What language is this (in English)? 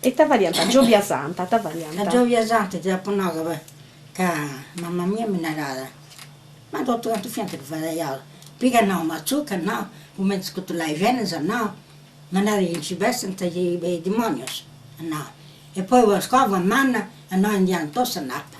Sardinian